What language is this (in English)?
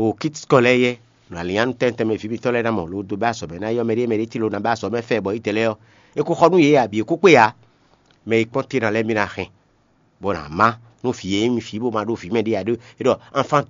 Fon